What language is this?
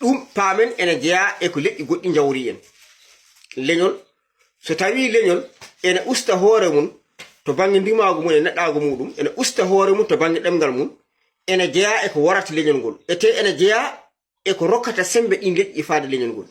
Fula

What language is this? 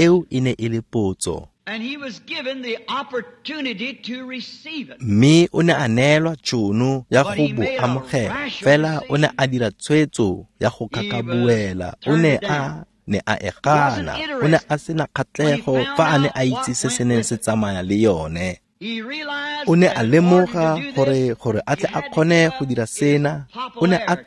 Tswana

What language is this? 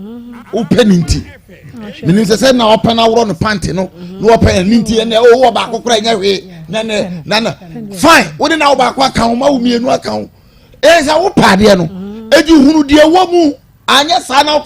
Akan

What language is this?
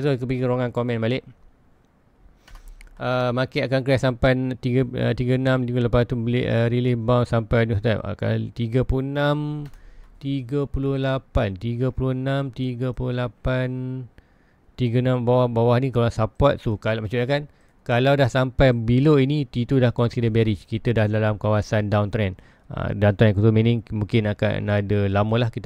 Malay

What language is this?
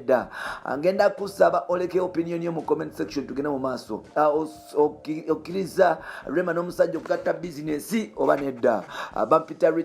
Ganda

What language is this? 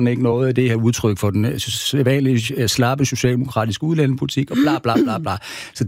Danish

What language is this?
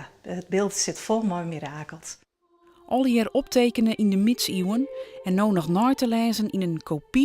Western Frisian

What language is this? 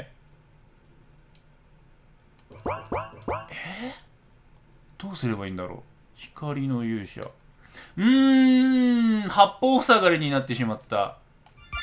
Japanese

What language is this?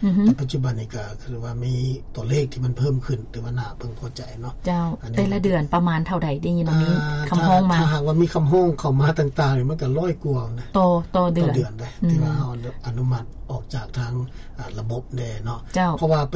Lao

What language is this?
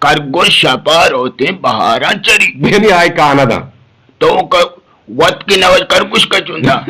Eastern Balochi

